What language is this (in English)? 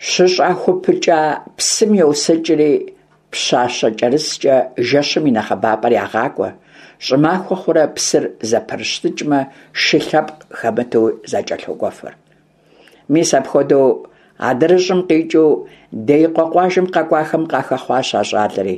Kabardian